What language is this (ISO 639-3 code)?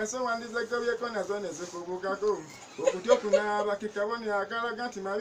lug